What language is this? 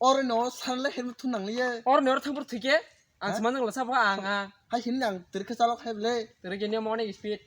Kok Borok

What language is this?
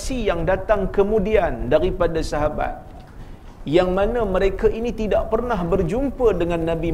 Malay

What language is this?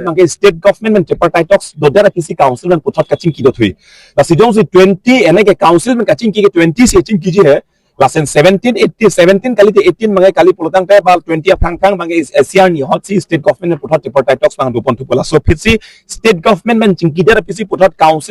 Karbi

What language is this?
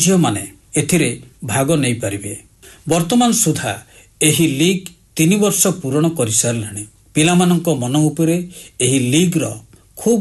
Odia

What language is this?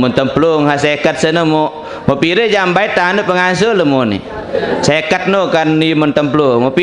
Sasak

